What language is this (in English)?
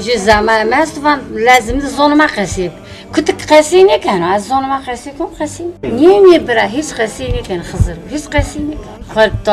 Zaza